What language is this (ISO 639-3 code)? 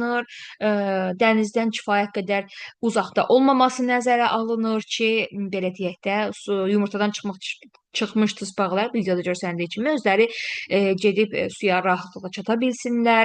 aze